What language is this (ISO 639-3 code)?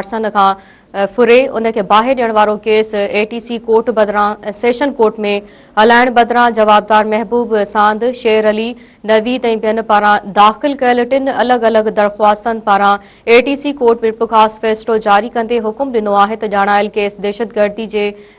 snd